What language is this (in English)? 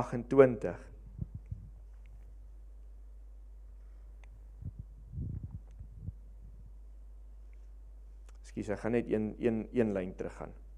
Afrikaans